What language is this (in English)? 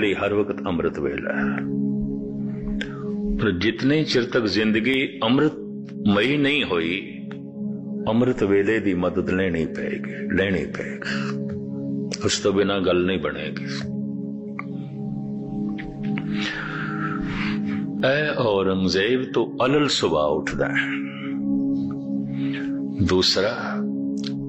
Punjabi